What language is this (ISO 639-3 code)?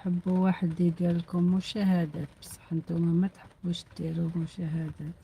arq